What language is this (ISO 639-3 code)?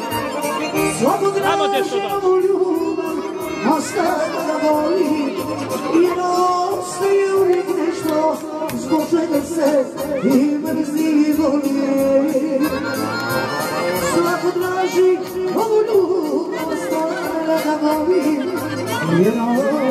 hrv